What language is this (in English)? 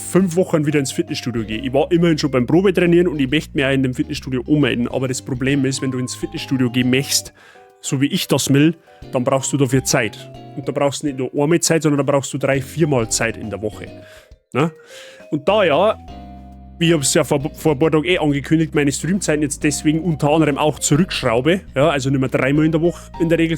Bavarian